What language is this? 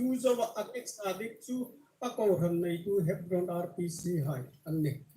Hmar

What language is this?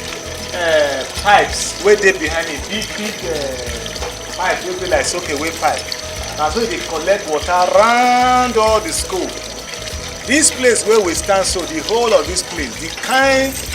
Nigerian Pidgin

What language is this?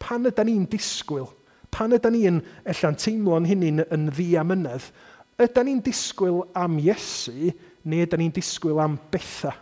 Welsh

